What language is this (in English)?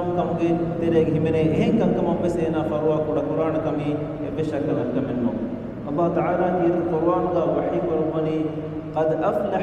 Divehi